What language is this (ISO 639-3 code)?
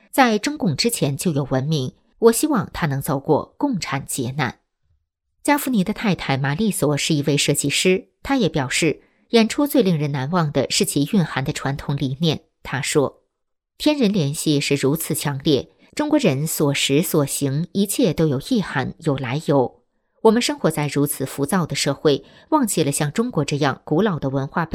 zho